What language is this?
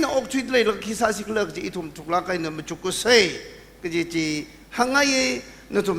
Tangkhul Naga (India)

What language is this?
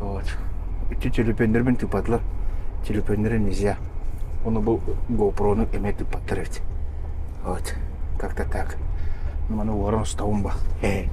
Yakut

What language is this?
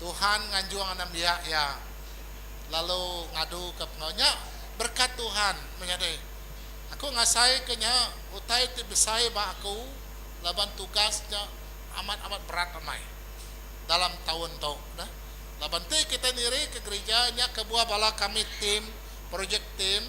Iban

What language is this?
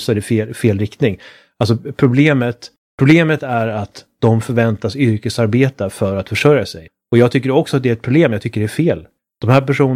Swedish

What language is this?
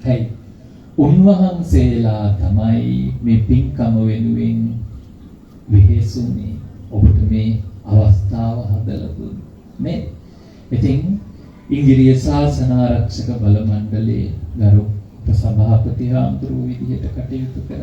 Sinhala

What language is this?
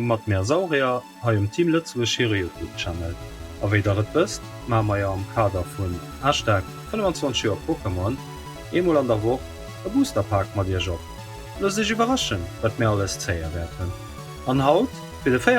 Luxembourgish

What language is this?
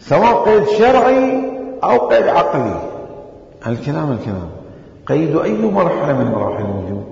Mesopotamian Arabic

